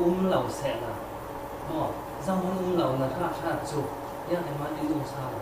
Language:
Falam Chin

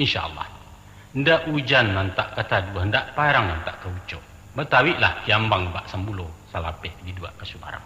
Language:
Minangkabau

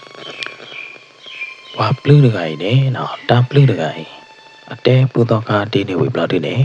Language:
S'gaw Karen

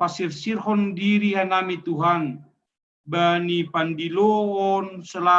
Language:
Batak Simalungun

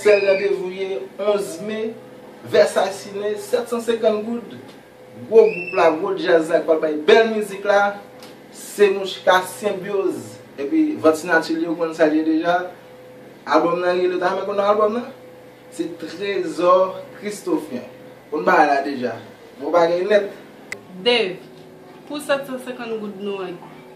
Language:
Haitian Creole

